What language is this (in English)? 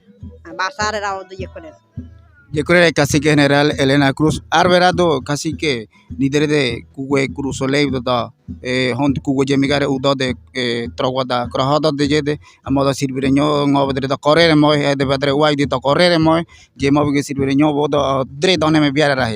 Ngäbere